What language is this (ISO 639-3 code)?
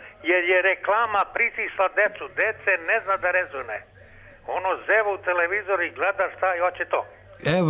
srp